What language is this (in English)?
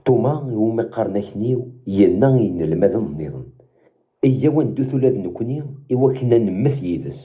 Kabyle